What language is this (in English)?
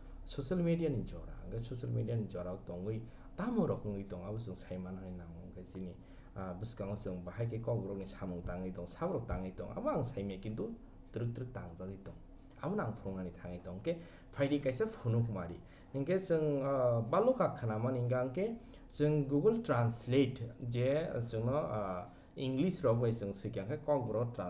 Kok Borok